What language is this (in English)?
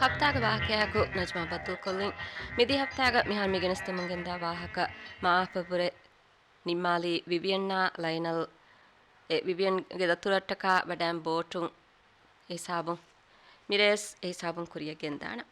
Divehi